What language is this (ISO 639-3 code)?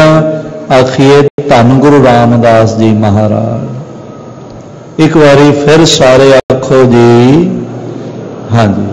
pan